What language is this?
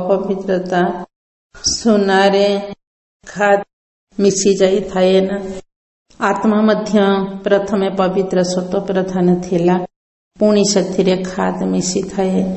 Odia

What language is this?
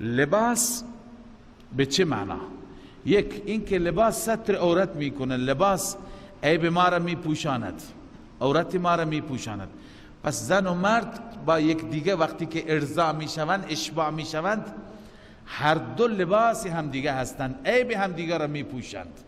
Persian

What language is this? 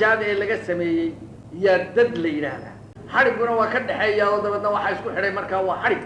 Somali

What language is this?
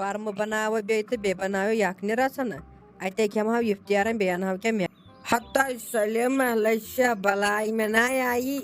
Kashmiri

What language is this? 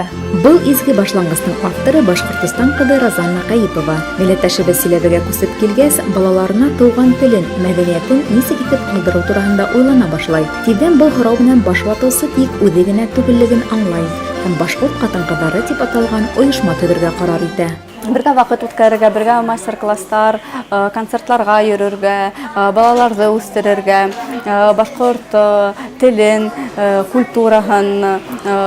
Bashkir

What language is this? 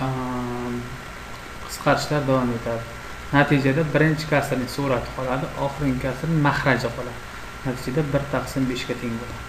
Uzbek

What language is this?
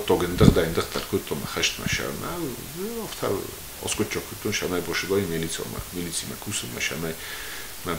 Ossetic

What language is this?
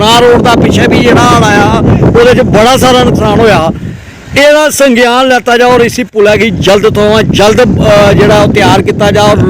Dogri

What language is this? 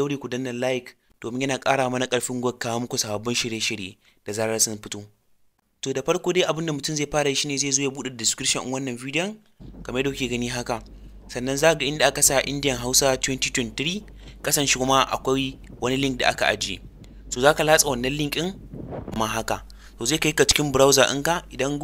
Hausa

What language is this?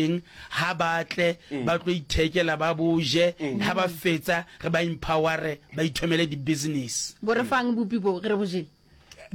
Northern Sotho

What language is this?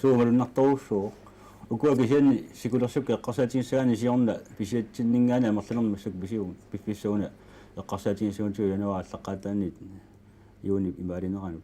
Kalaallisut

